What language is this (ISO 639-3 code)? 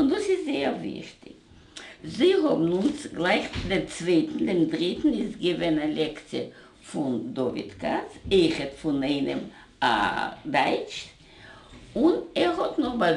yid